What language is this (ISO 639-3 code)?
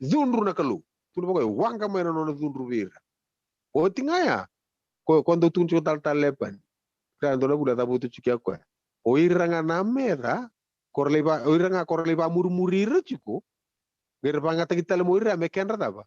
fij